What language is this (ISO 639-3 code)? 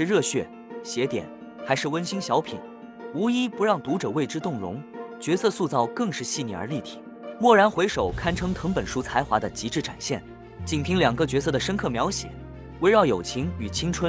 zho